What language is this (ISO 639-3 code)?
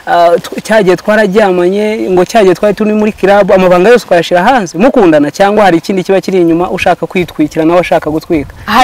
kin